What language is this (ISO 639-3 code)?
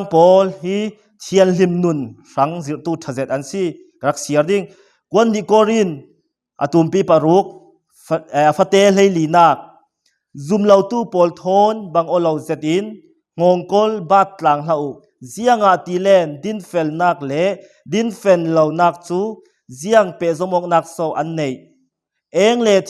cfm